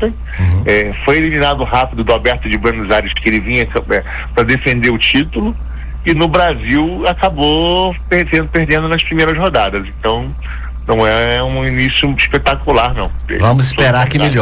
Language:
Portuguese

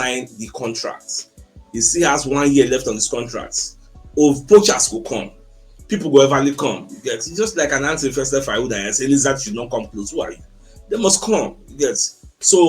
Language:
Nigerian Pidgin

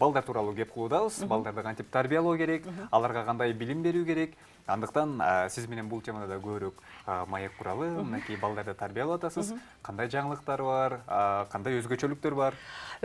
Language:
Kyrgyz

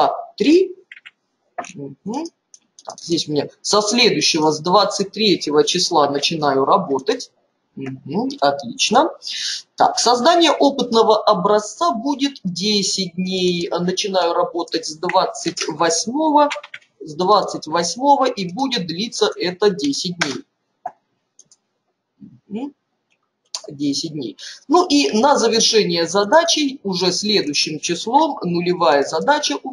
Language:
Russian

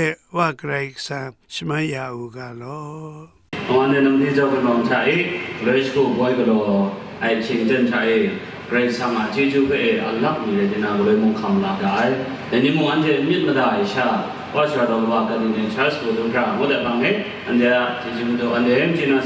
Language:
Kachin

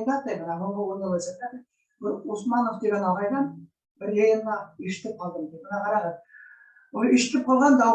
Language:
Bashkir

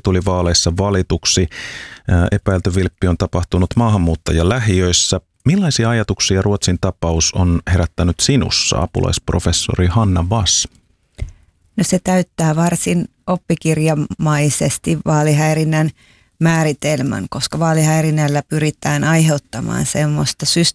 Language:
Finnish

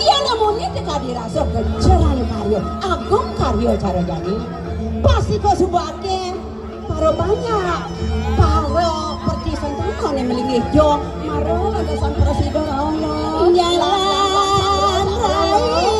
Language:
Balinese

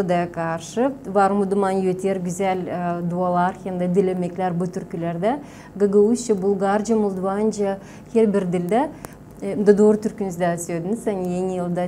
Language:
Gagauz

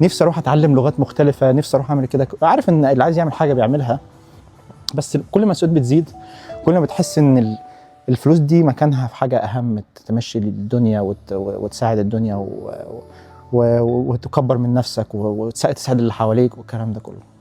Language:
Egyptian Arabic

